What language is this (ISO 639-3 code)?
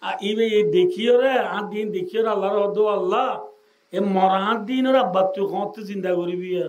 rhg